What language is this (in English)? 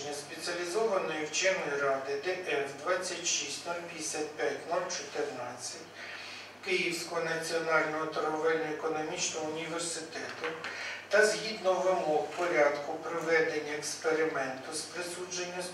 Ukrainian